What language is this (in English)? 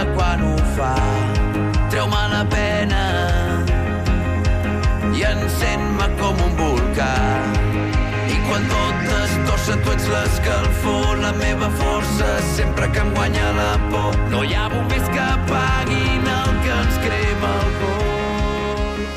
Catalan